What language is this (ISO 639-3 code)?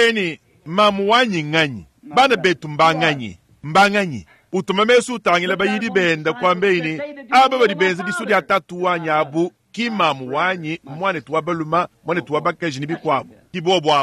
lua